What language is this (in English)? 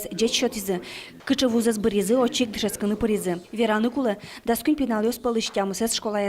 Udmurt